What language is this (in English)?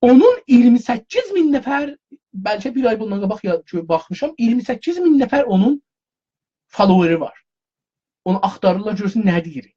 South Azerbaijani